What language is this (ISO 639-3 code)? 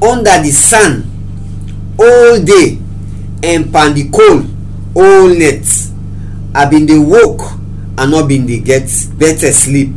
kri